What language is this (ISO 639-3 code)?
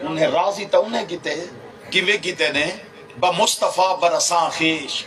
skr